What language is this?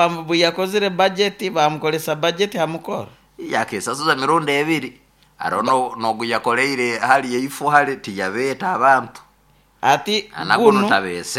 Nyoro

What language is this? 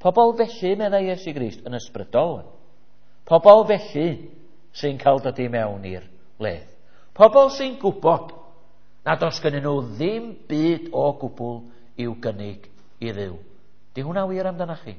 Welsh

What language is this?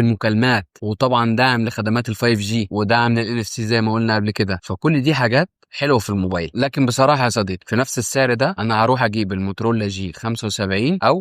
Egyptian Arabic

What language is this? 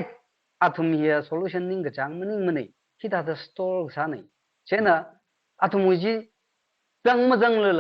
Tangkhul Naga (India)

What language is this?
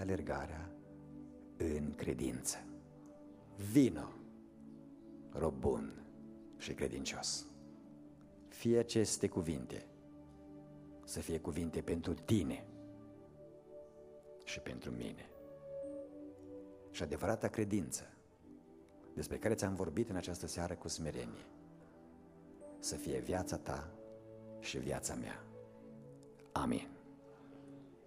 Romanian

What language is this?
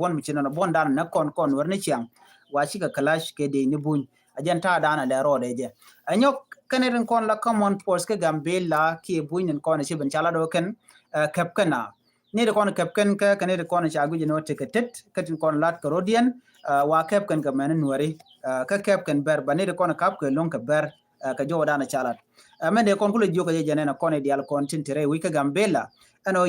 Nuer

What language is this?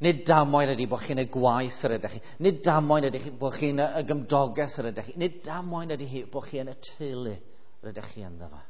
Welsh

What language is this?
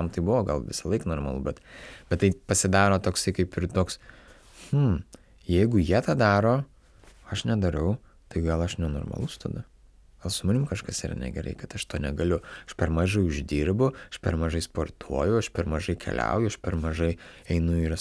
Lithuanian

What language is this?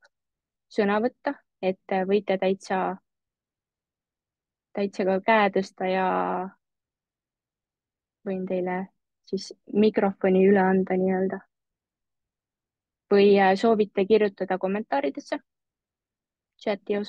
Estonian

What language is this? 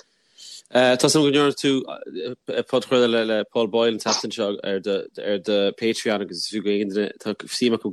Irish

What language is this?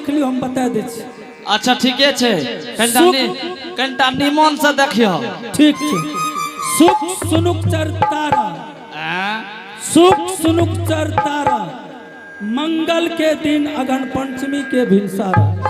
Angika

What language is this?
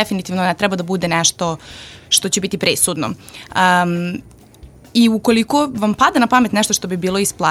Serbian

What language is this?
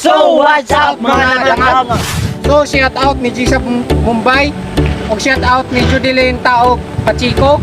Cebuano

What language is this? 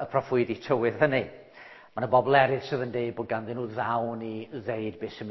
Welsh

